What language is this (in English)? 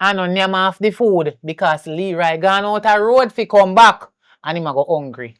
Jamaican Creole English